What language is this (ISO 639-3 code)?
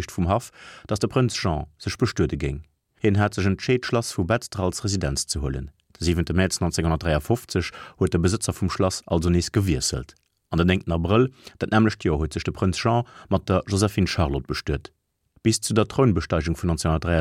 ltz